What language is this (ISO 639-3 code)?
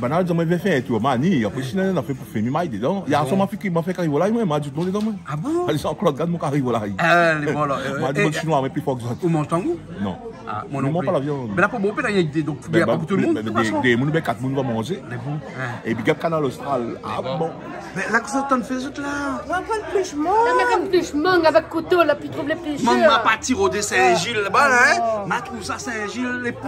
rcf